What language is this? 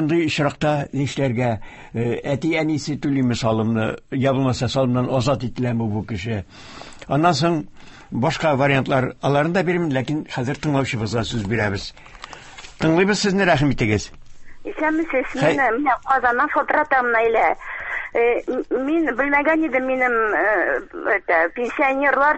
Tatar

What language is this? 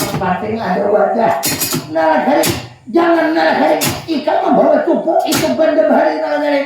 Banjar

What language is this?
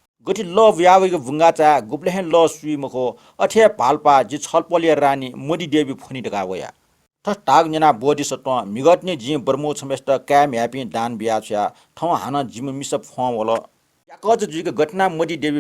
Newari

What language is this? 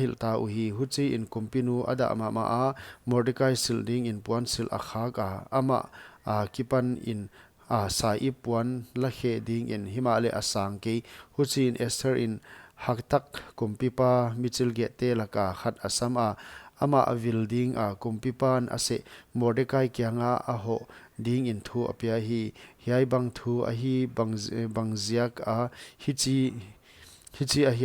Paite Chin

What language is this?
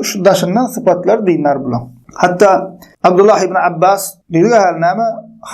Turkmen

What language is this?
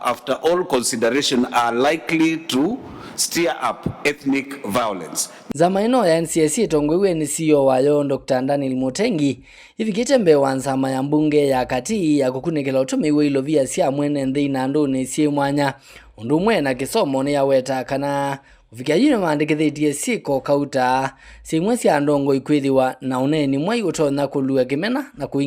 Kamba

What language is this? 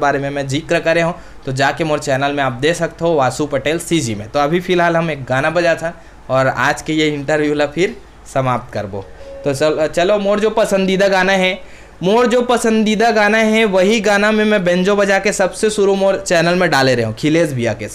Chhattisgarhi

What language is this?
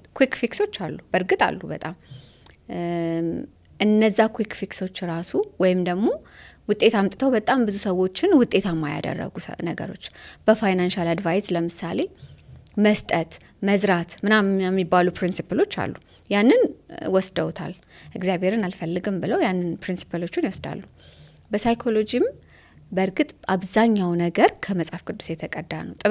Amharic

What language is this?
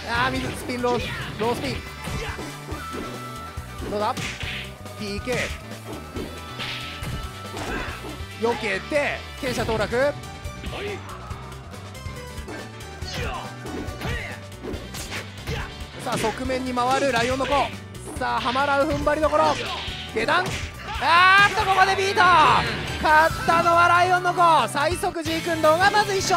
Japanese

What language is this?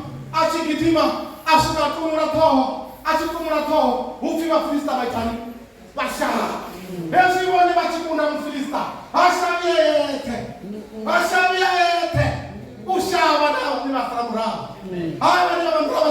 Venda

